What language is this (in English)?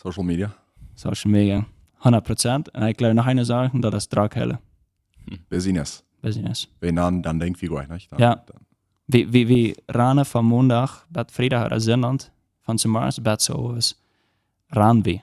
Plautdietsch